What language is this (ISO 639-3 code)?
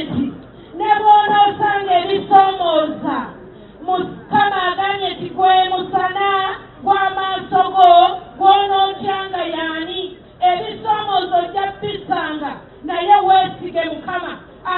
lug